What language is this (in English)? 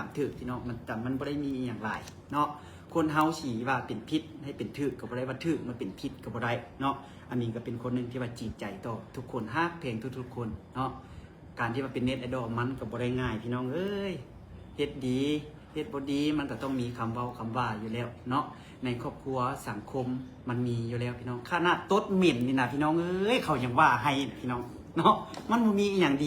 Lao